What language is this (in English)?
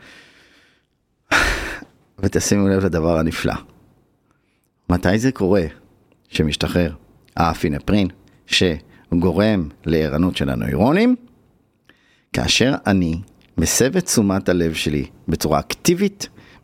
Hebrew